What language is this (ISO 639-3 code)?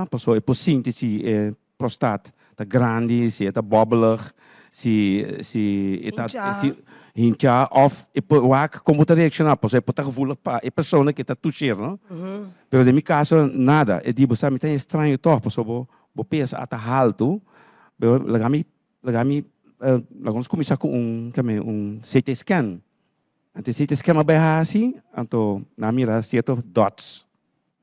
pap